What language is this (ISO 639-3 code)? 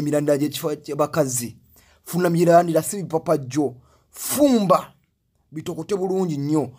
lug